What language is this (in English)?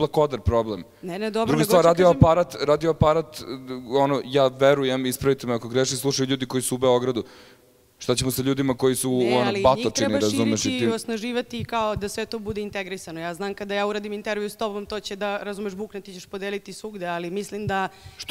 Serbian